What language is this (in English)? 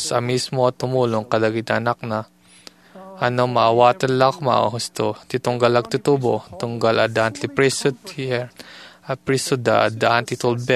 Iloko